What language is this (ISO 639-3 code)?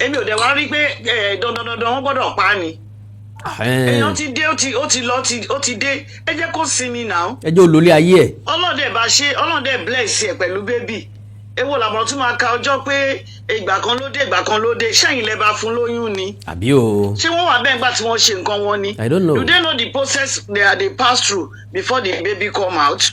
yor